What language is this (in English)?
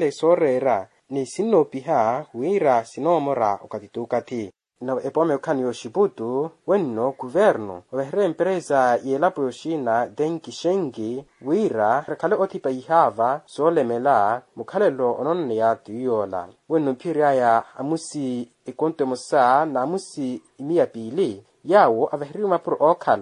Makhuwa